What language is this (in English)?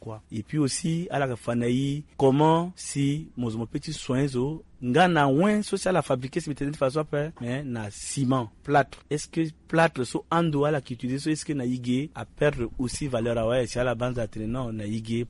Sango